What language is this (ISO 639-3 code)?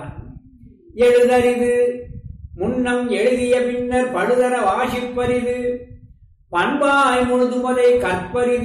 tam